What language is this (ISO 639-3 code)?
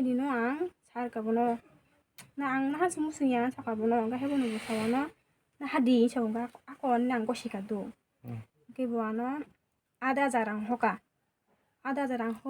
trp